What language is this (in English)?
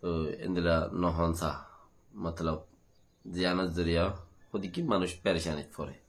Rohingya